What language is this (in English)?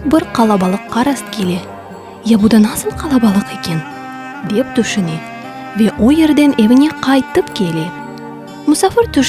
Crimean Tatar